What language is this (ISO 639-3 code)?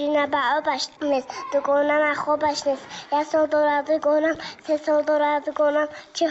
tgk